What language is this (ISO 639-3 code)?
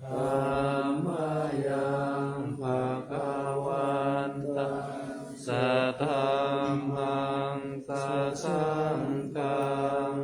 pli